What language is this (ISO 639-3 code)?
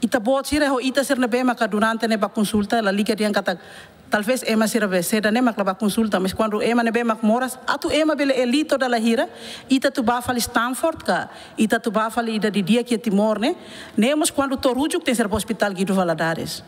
tet